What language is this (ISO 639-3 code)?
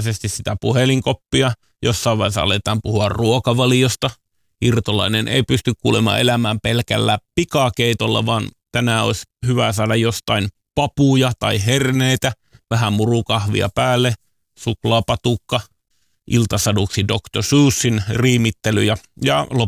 fin